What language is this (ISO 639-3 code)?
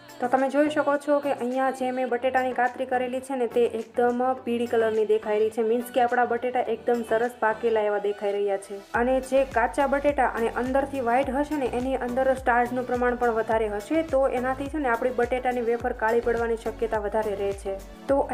guj